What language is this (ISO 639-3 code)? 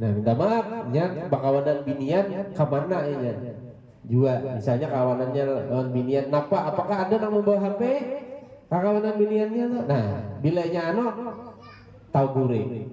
bjn